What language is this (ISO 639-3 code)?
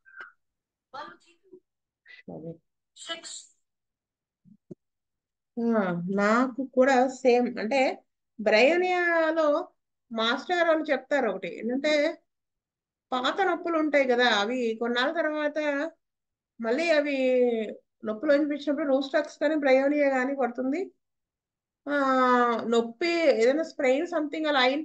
tel